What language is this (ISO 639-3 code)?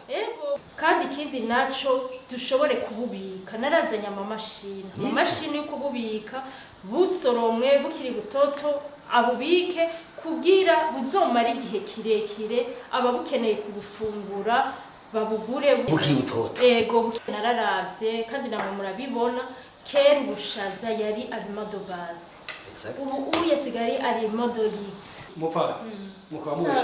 run